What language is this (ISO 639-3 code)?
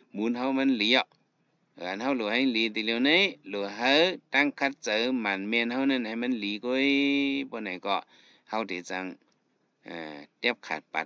shn